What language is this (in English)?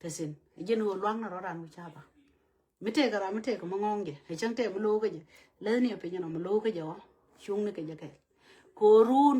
Nuer